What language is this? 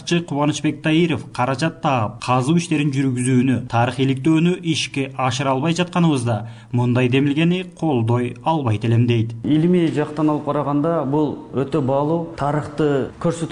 Kyrgyz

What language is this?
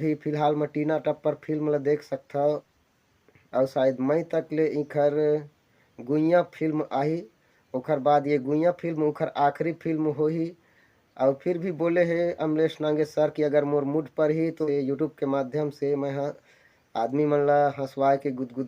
Chhattisgarhi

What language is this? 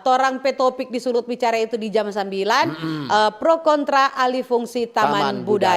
Manado Malay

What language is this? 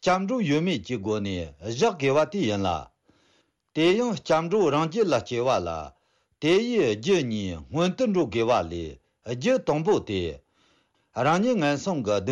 Tibetan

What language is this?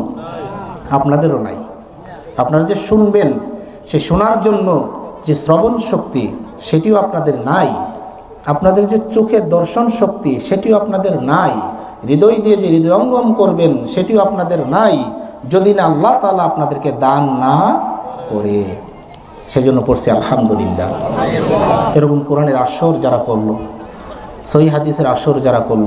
Bangla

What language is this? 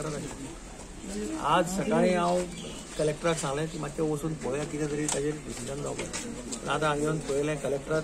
Konkani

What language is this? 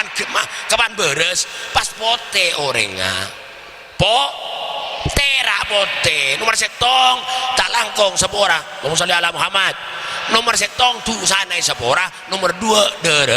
Madurese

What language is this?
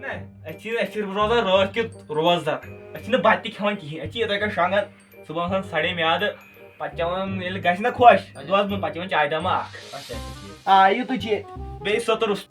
Kashmiri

